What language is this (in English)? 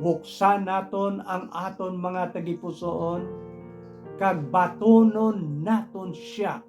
Hiligaynon